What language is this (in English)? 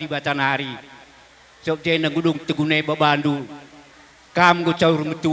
Batak Karo